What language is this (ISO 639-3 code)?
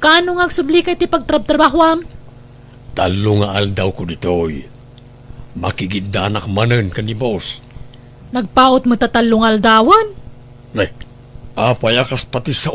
ilo